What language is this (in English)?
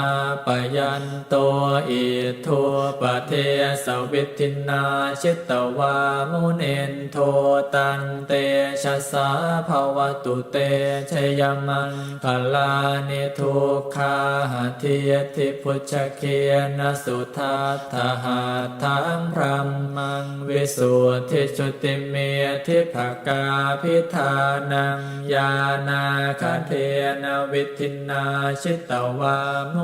Pali